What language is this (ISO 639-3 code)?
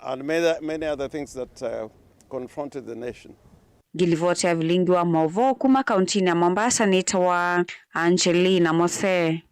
kam